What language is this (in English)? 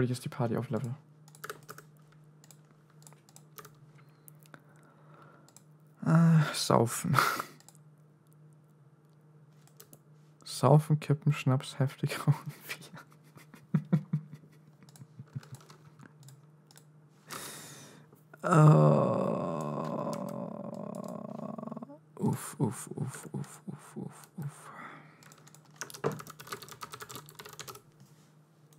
German